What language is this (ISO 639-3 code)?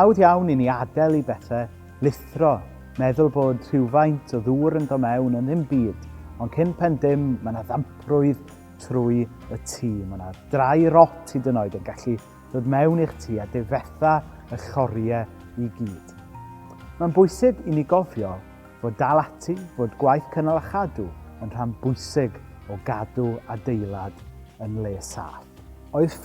cym